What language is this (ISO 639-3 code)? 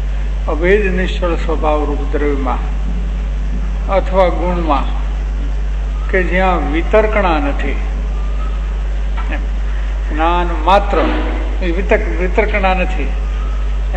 guj